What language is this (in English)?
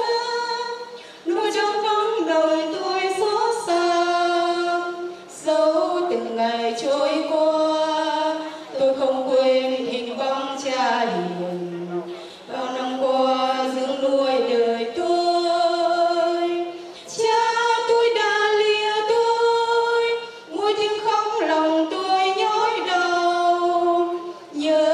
Vietnamese